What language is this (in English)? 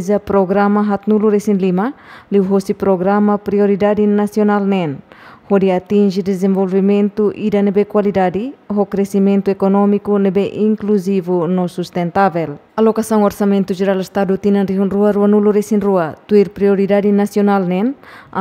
Tetum